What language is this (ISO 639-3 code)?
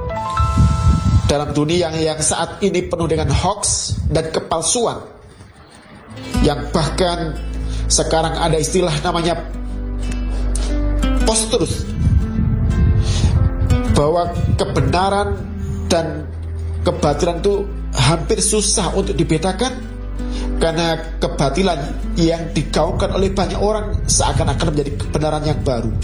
ind